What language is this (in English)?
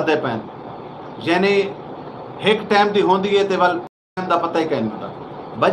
Saraiki